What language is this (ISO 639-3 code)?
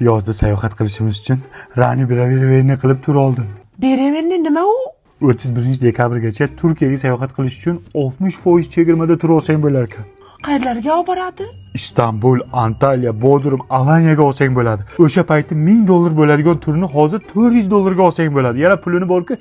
uzb